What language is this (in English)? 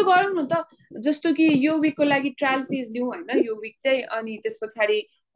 Nepali